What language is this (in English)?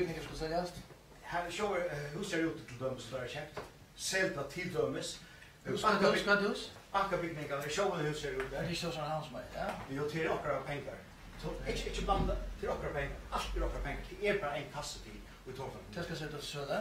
Faroese